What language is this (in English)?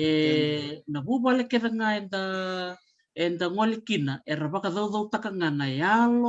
Fijian